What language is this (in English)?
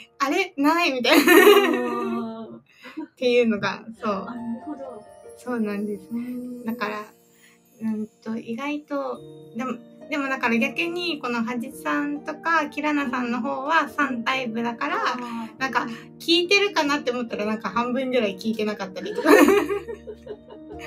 Japanese